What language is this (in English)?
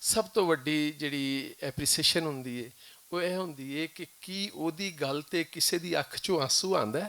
Western Panjabi